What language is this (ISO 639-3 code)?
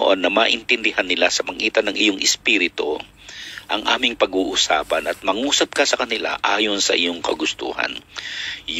fil